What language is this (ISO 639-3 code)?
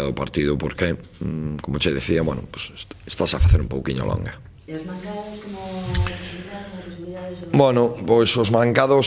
glg